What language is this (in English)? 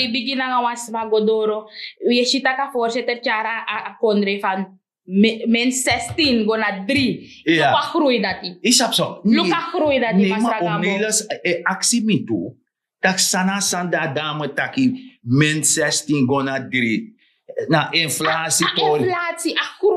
Sranan Tongo